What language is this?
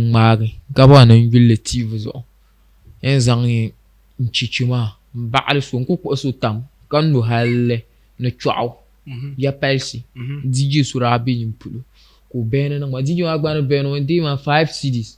Dagbani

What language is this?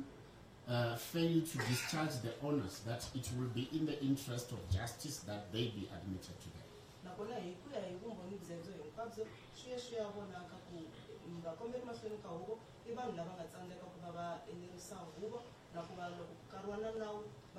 Tsonga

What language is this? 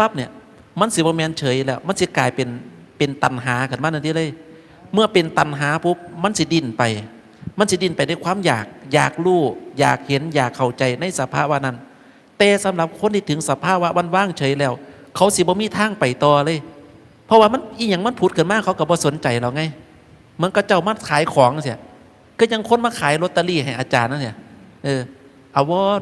Northeastern Thai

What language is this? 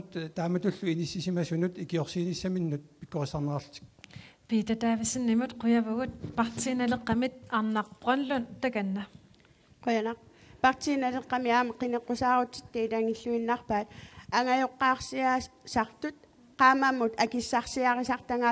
Kalaallisut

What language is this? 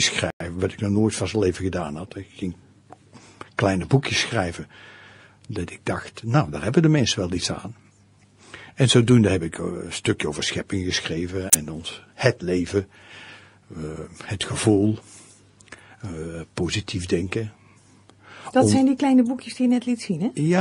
Dutch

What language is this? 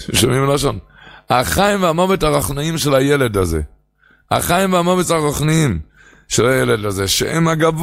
Hebrew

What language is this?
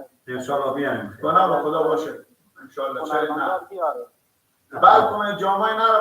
Persian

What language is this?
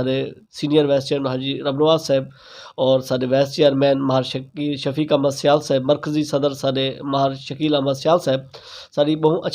Saraiki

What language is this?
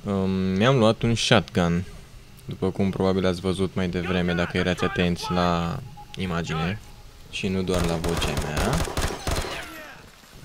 Romanian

